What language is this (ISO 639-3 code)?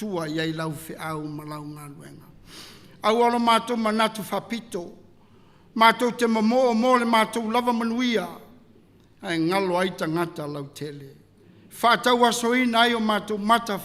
smo